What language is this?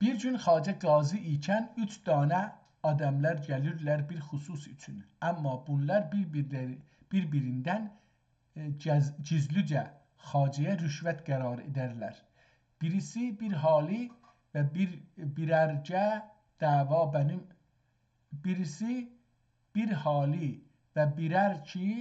South Azerbaijani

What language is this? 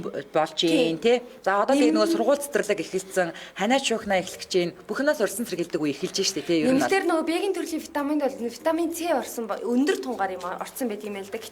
Mongolian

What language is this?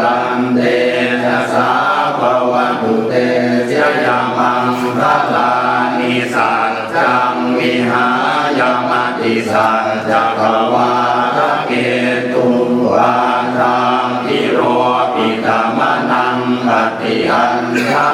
Pali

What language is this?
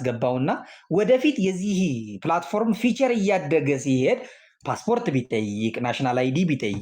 Amharic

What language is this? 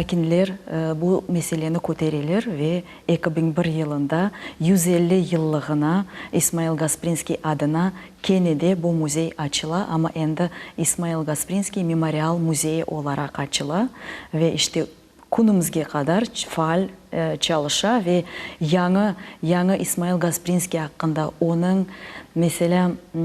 Crimean Tatar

